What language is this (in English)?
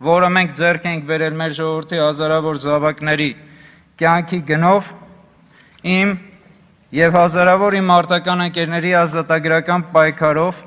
Armenian